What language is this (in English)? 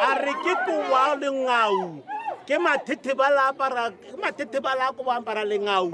Tswana